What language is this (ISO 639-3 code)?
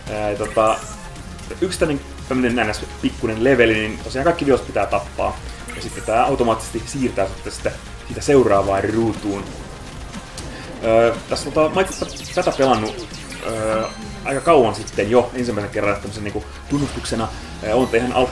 fin